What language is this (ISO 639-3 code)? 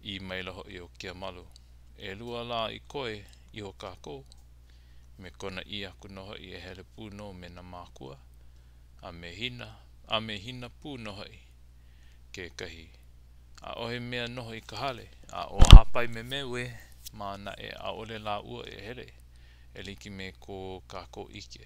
haw